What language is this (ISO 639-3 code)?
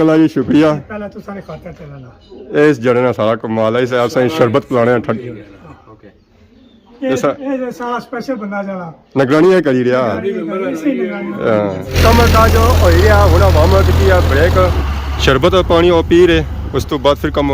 phr